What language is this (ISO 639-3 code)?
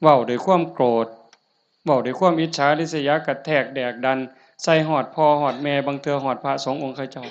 tts